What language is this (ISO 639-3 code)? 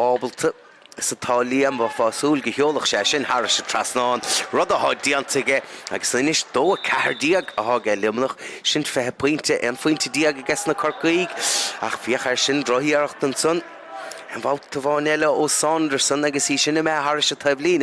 gle